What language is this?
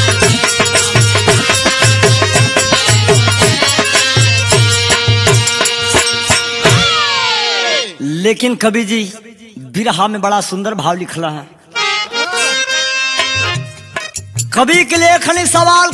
Bhojpuri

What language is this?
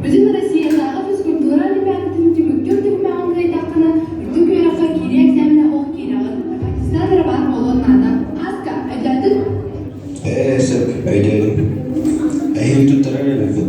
Yakut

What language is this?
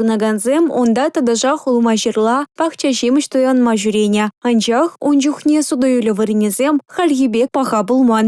Chuvash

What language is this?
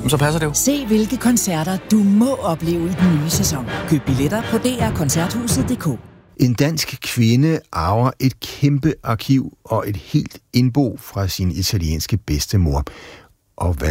Danish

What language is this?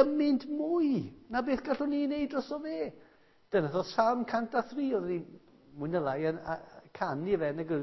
Welsh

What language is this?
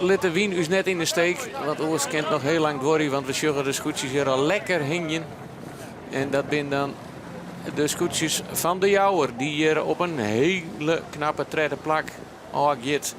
Western Frisian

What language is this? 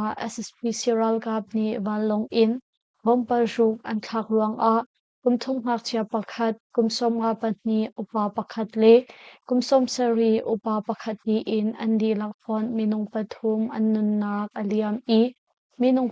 Hakha Chin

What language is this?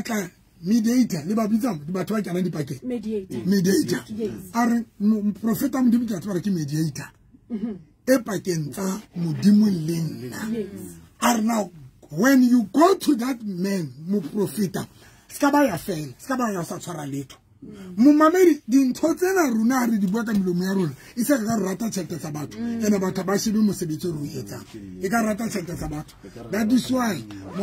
Southern Sotho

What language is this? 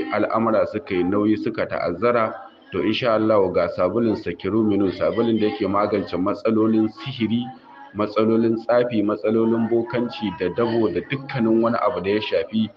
Hausa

